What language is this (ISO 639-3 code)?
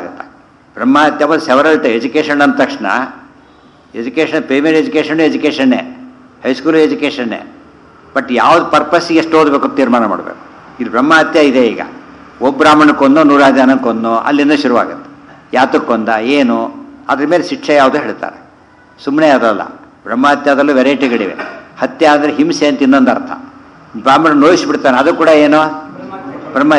kan